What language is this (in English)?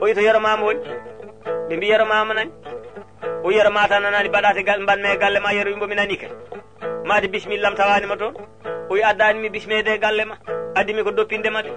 Fula